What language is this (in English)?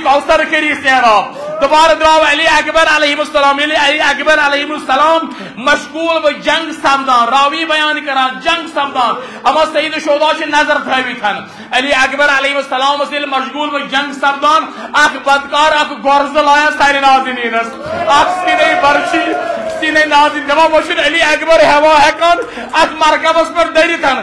Kashmiri